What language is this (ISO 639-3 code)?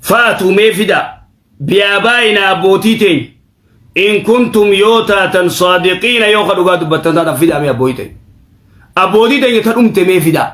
orm